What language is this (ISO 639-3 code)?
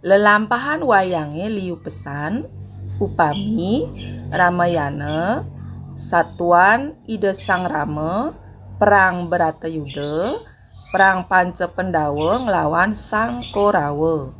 ban